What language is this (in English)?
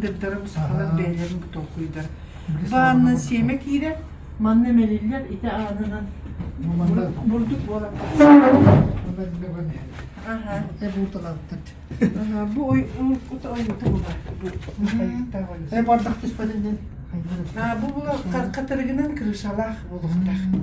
Yakut